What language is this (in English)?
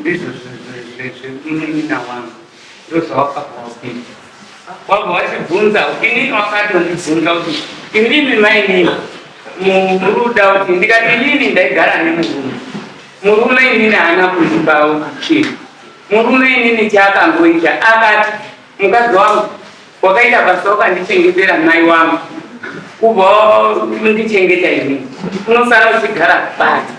Shona